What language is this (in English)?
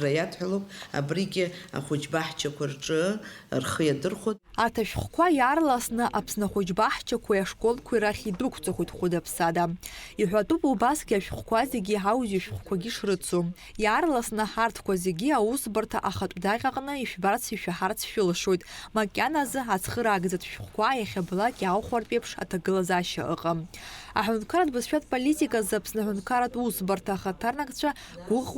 Abkhazian